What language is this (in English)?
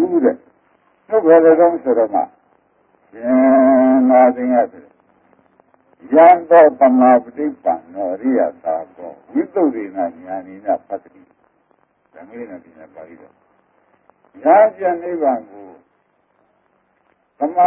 Burmese